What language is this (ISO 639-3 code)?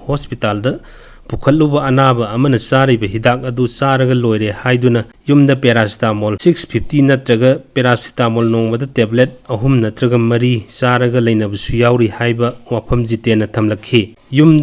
mni